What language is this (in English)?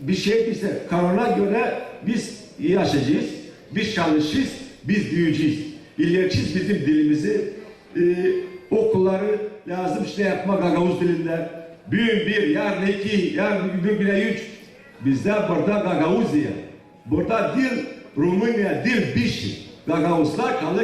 Gagauz